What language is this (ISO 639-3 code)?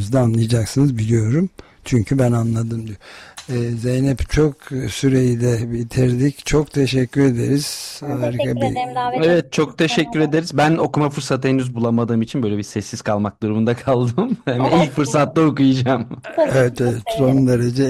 tur